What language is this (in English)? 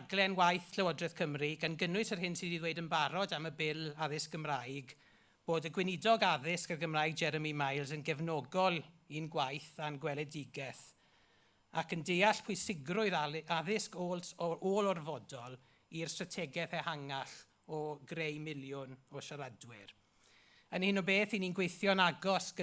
Welsh